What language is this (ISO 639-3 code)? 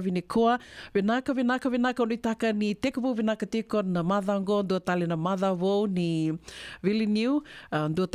fij